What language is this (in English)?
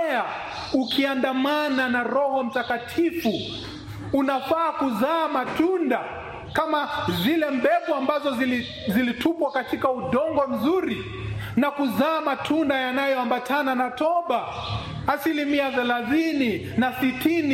Swahili